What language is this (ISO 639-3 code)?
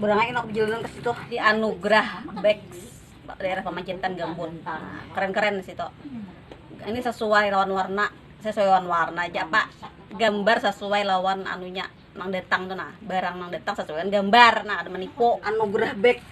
bjn